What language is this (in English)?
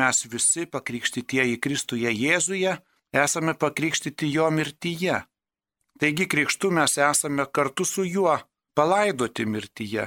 Lithuanian